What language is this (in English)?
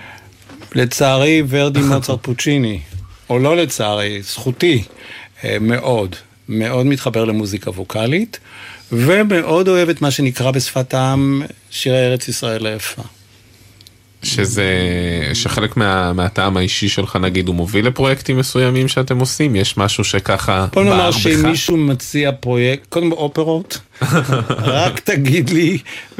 Hebrew